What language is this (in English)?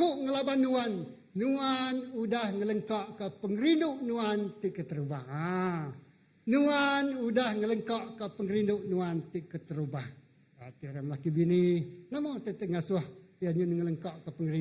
Iban